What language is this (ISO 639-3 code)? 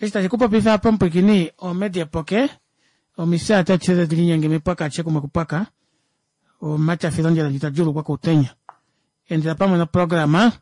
kua